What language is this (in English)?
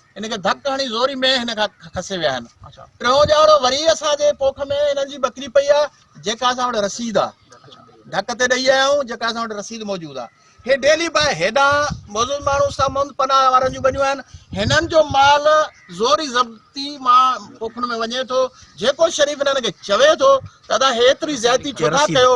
Sindhi